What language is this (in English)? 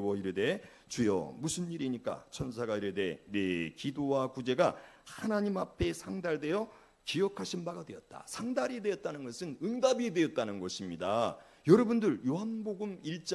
Korean